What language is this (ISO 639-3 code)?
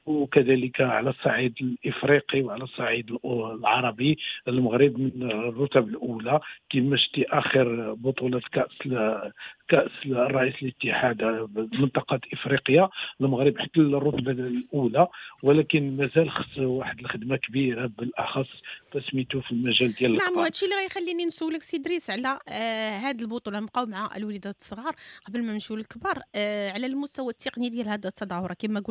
ary